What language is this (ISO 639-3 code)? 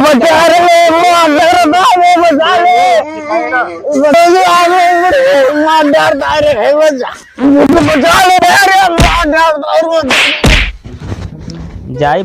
awa